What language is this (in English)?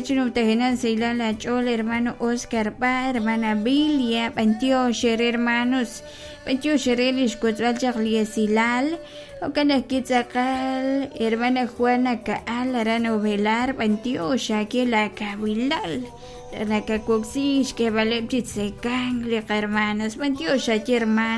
Kekchí